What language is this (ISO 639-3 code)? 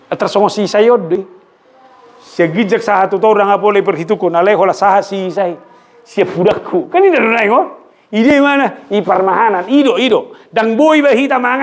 bbc